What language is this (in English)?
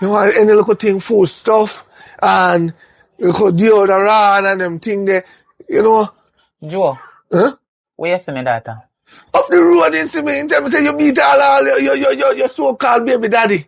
Jamaican Creole English